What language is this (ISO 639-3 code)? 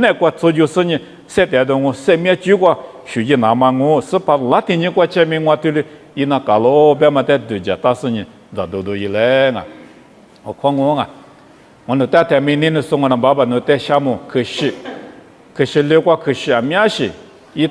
lis